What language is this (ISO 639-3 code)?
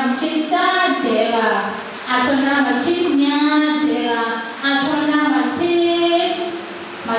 ahk